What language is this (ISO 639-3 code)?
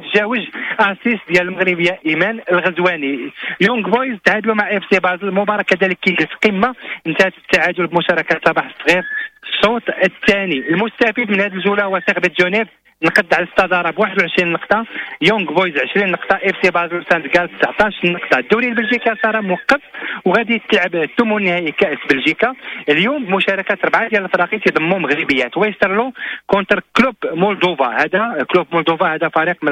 ary